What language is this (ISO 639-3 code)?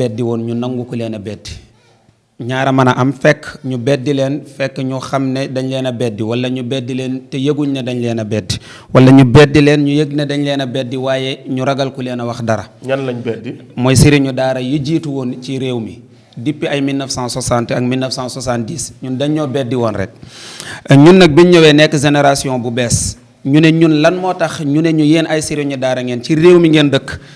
wol